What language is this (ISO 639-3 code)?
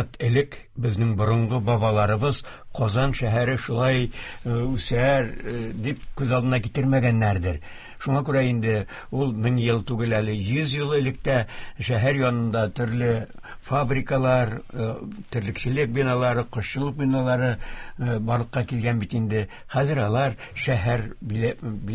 tat